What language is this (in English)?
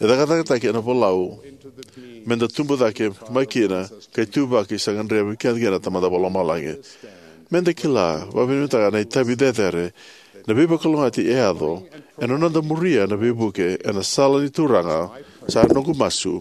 Fijian